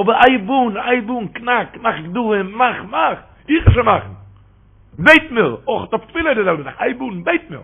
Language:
Yiddish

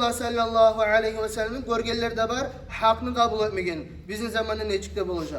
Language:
Kumyk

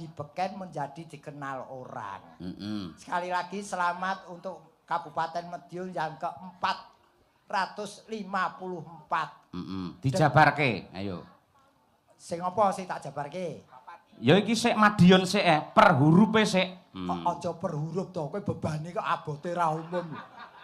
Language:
Javanese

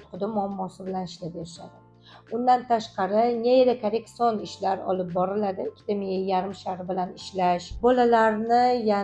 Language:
Uzbek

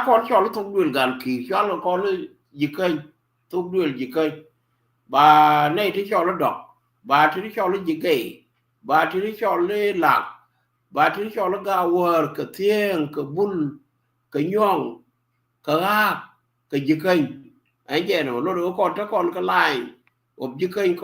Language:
Nuer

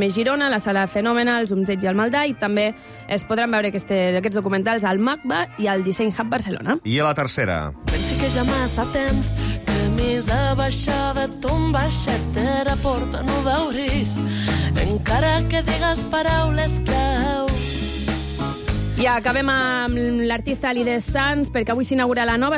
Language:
Catalan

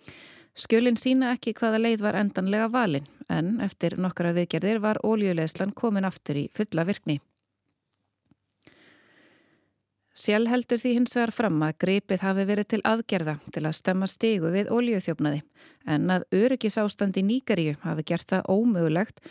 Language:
Icelandic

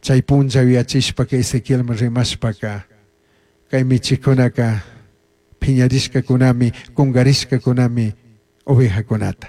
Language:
Chimborazo Highland Quichua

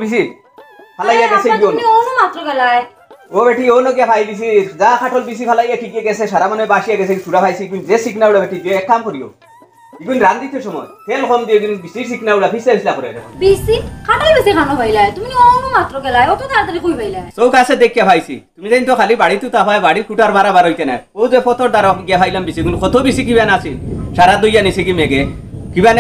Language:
Sylheti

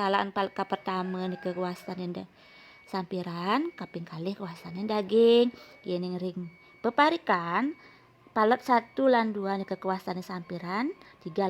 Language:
Balinese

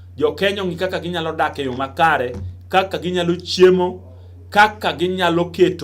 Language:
Luo (Kenya and Tanzania)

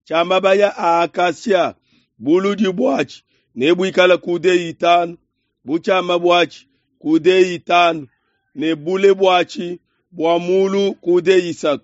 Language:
Luba-Lulua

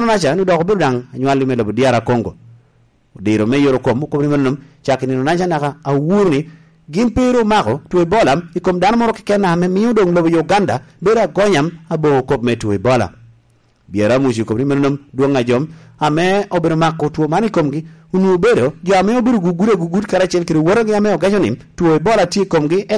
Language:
Lango (Uganda)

